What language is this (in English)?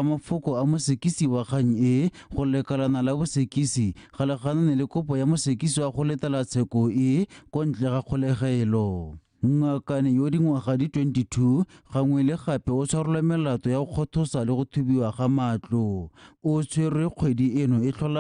Tswana